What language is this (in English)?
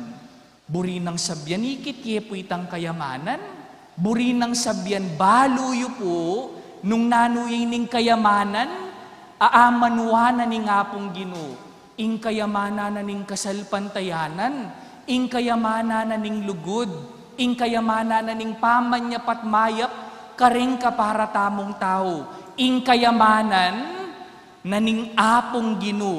Pampanga